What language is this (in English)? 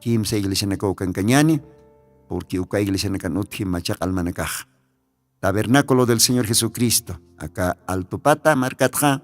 Aymara